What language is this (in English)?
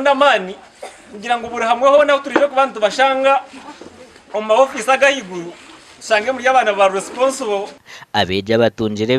Nyankole